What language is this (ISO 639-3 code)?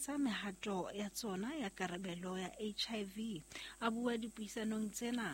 sot